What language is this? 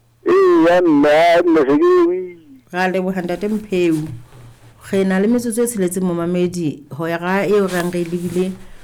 Southern Sotho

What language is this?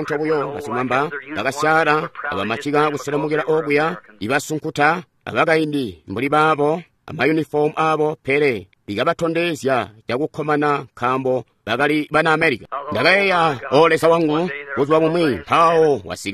Tonga (Zambia)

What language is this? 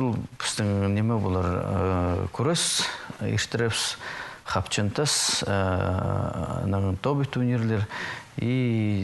Khakas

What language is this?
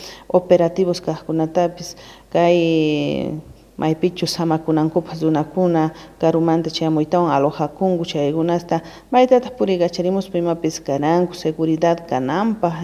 South Bolivian Quechua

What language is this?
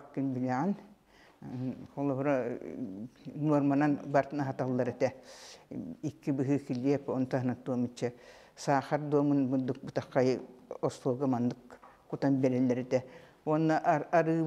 Yakut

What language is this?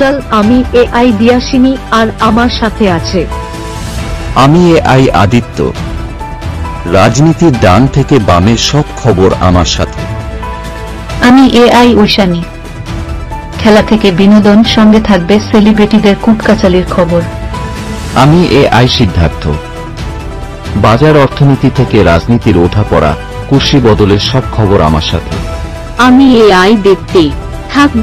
Bangla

